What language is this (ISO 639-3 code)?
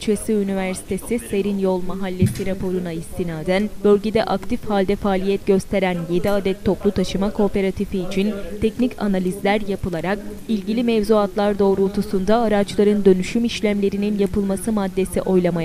tur